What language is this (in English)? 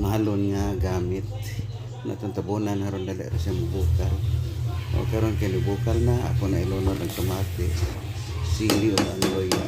Cebuano